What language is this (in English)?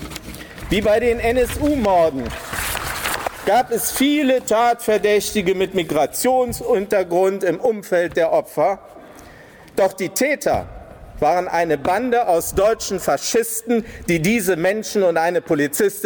German